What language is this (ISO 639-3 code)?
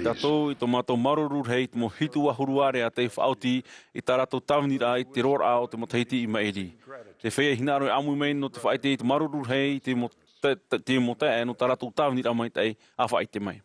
tah